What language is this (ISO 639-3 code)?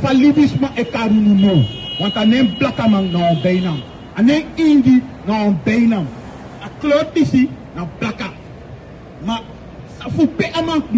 srn